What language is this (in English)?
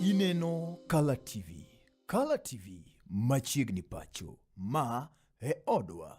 Luo (Kenya and Tanzania)